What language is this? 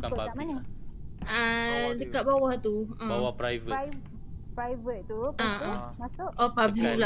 Malay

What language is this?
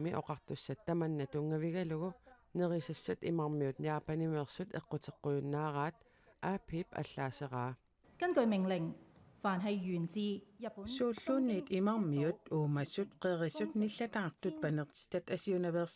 Kalaallisut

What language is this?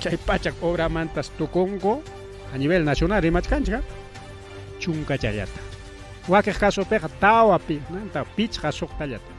Ayacucho Quechua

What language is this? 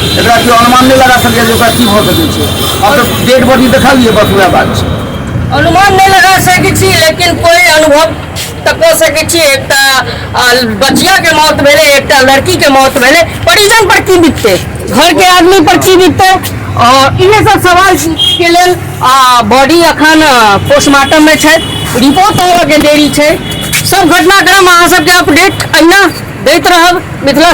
Maithili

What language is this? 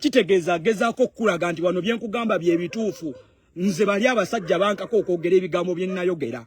Ganda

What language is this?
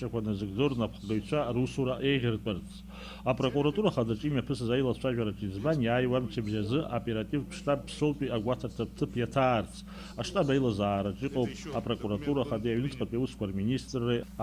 Abkhazian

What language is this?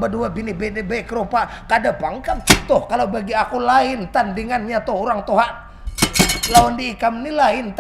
Banjar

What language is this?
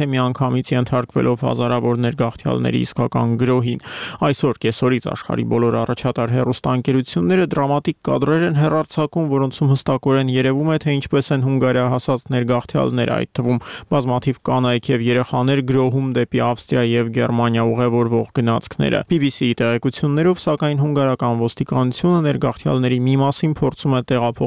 Armenian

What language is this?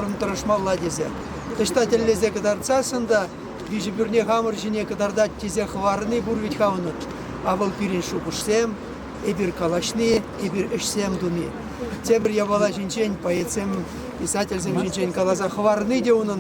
Chuvash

